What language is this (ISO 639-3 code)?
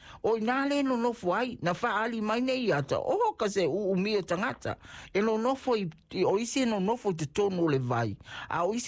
smo